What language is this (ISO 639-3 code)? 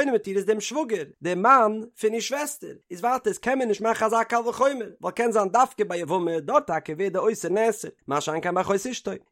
yid